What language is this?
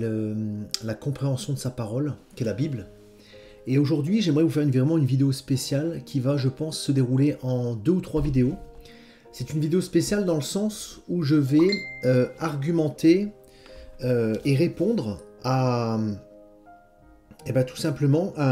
French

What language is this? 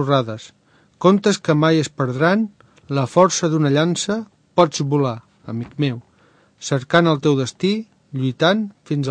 Catalan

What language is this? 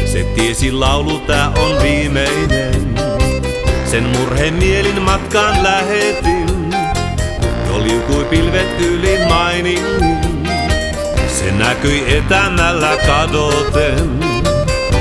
Finnish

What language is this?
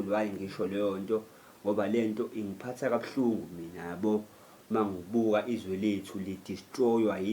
Zulu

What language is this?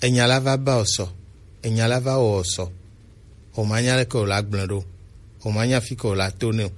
Gen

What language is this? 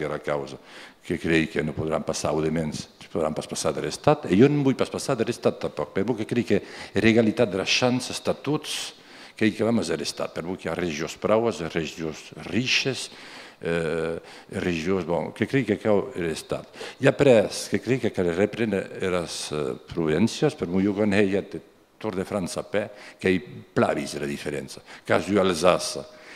Occitan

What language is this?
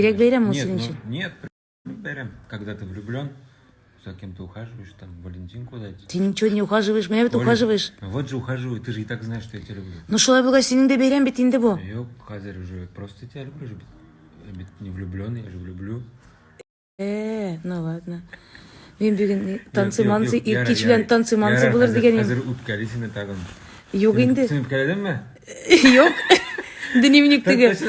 Tatar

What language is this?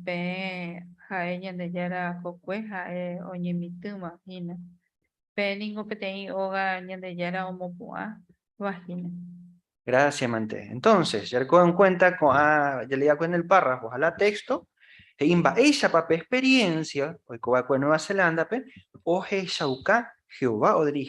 Guarani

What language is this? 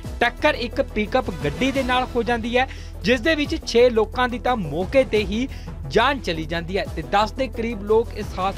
Punjabi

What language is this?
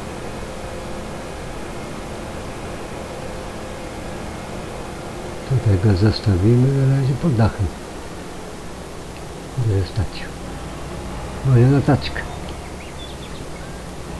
Polish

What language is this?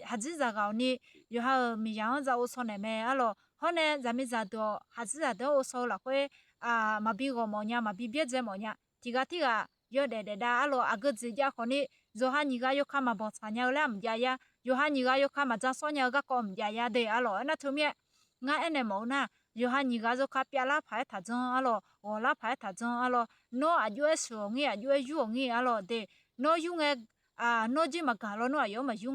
Akha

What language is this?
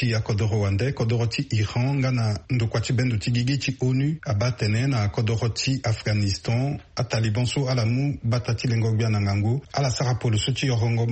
Sango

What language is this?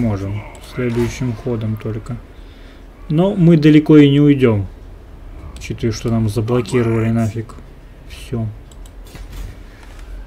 Russian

